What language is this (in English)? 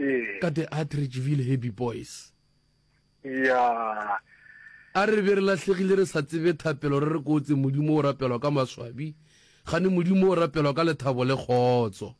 Northern Sotho